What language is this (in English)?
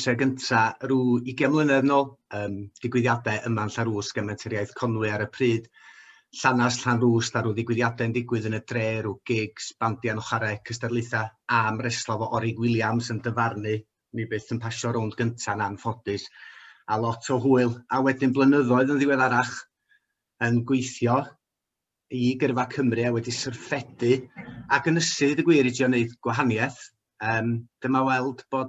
Welsh